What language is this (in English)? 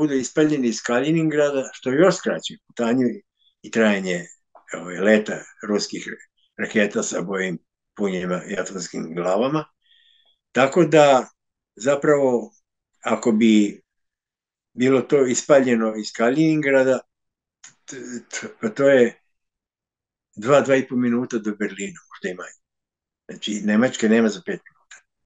Serbian